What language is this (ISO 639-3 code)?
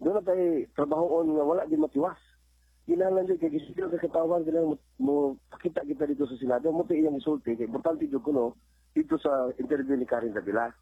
ceb